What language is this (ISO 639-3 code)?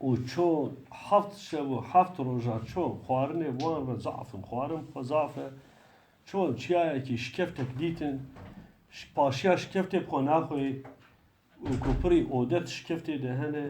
kur